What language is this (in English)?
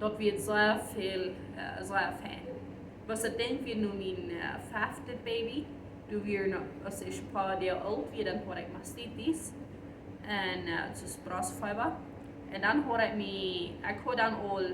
Plautdietsch